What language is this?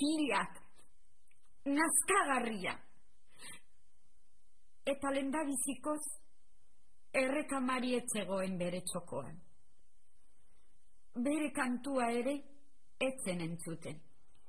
Basque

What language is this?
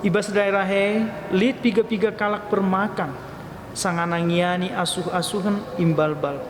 Batak Karo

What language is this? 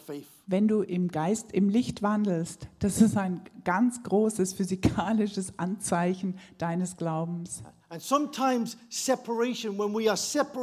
German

